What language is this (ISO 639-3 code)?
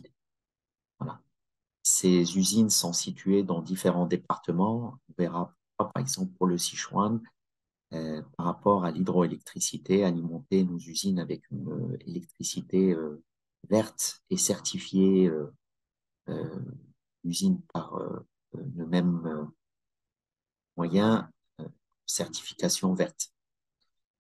fra